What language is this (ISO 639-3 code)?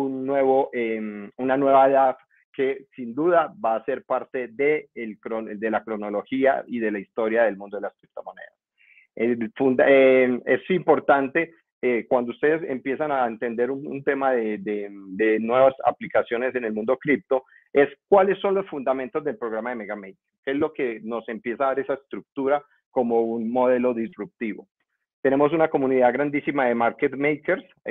spa